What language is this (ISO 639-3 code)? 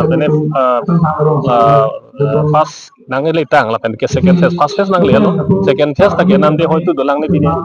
mjw